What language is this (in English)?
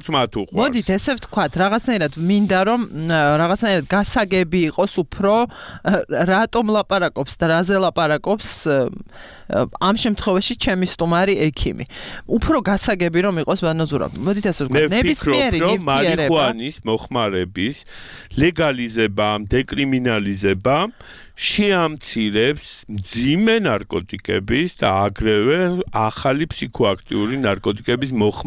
Georgian